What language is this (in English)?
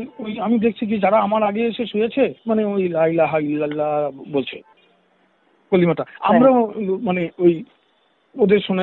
Bangla